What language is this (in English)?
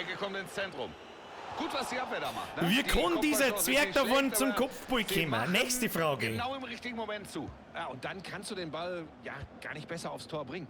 Bavarian